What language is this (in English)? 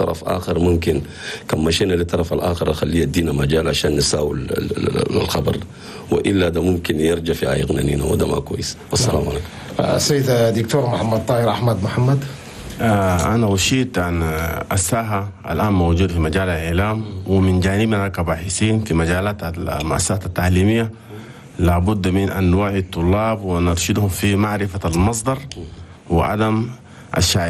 Chadian Arabic